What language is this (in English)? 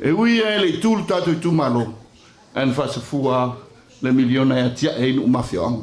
Samoan